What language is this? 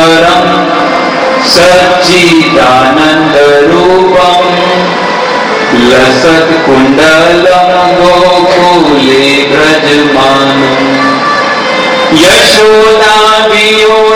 Gujarati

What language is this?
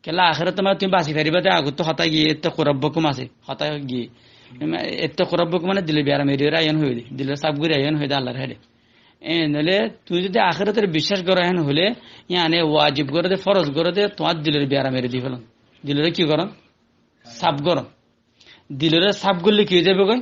Rohingya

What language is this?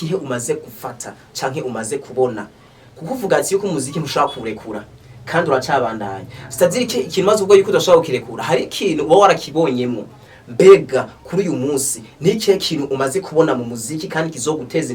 Rundi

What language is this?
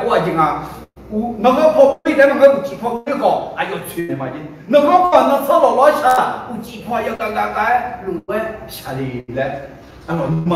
Akha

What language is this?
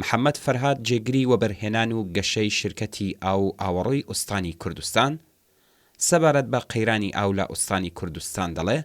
Central Kurdish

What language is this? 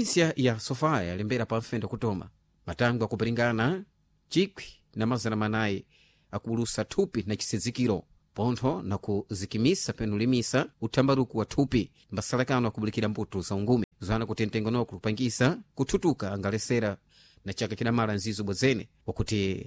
Sena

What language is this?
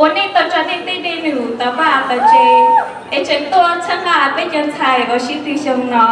Hmong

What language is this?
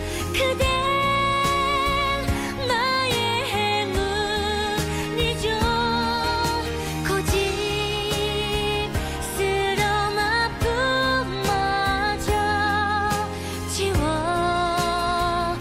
Korean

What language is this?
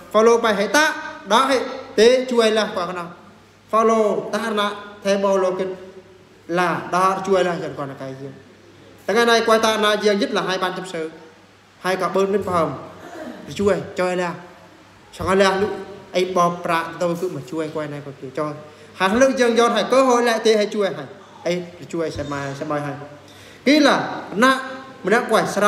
Eastern Bru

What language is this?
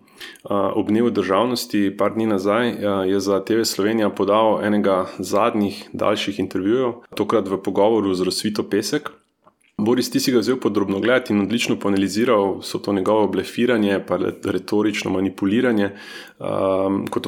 Slovenian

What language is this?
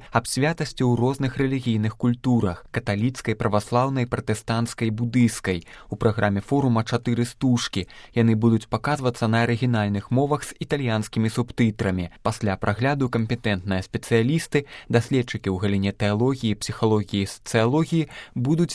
Belarusian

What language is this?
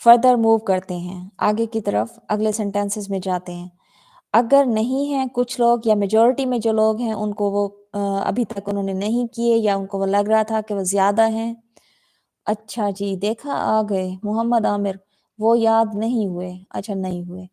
Saraiki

